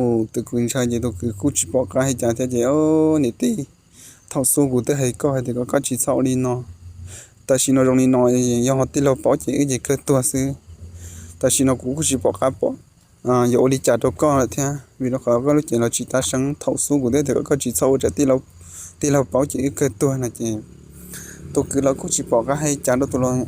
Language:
Hmong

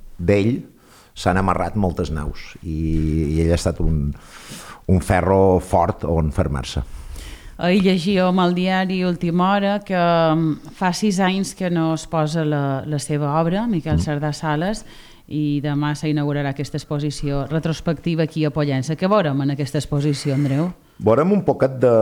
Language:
Catalan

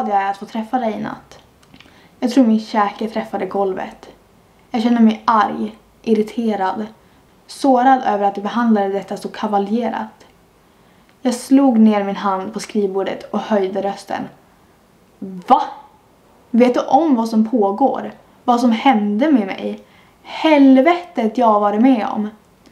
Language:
Swedish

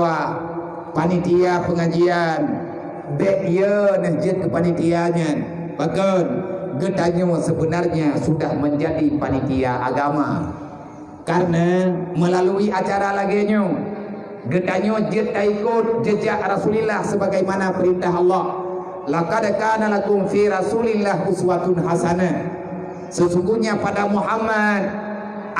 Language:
Achinese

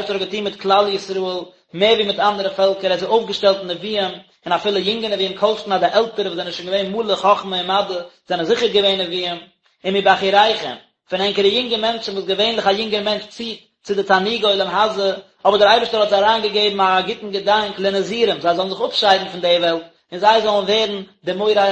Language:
Yiddish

